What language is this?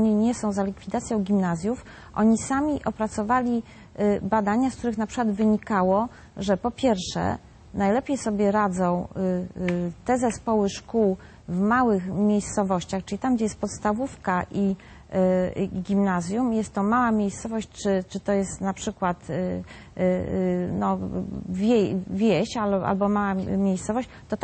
Polish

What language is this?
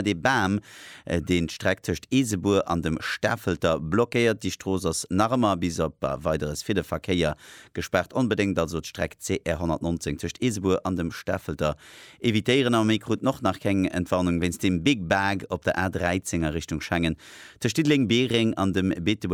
Luxembourgish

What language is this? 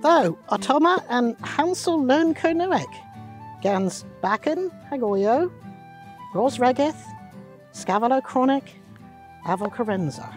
Cornish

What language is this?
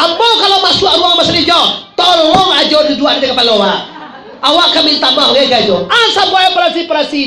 Minangkabau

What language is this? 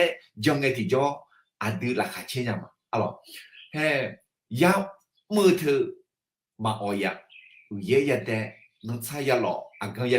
Akha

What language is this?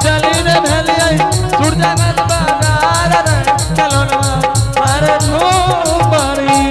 Angika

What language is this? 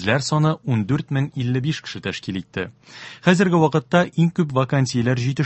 Tatar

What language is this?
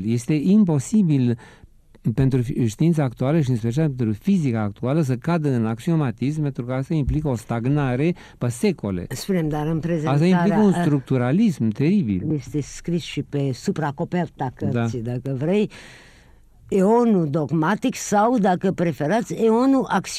Romanian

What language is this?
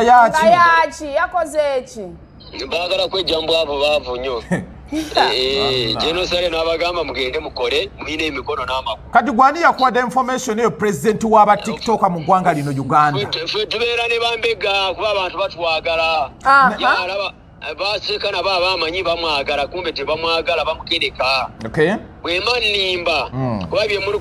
Ganda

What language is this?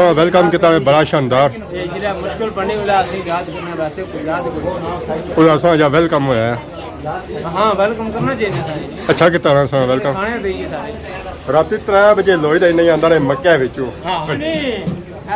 Pahari-Potwari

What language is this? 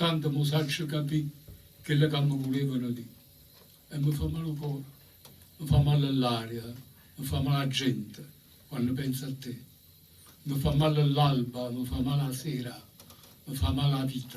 Neapolitan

